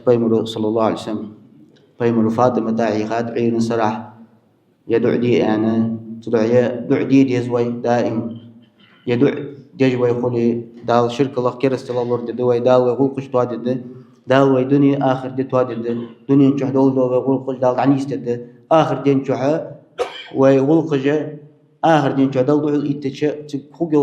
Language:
Ingush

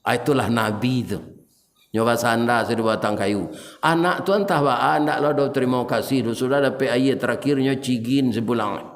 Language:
Minangkabau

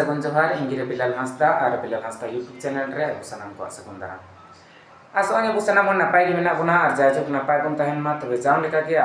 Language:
Santali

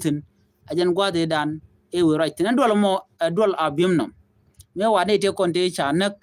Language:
Nuer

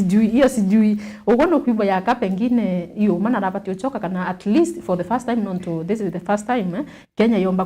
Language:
Meru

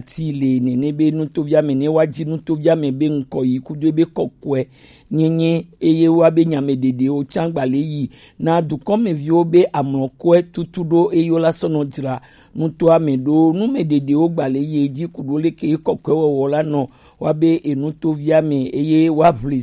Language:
Gen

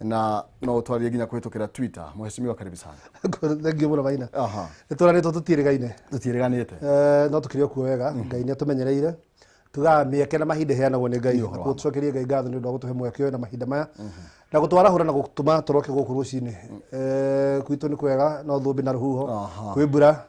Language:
Kikuyu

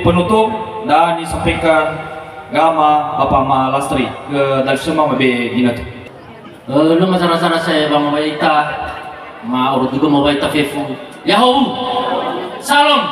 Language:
Nias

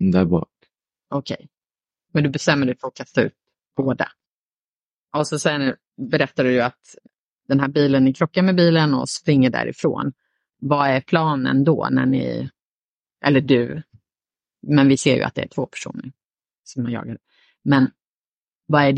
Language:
Swedish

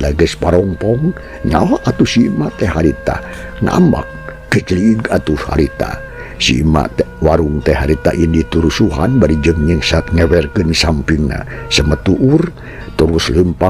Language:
Sundanese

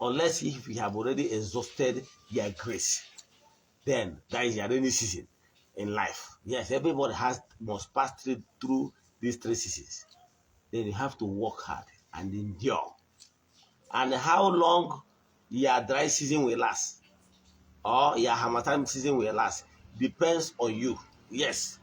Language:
Igbo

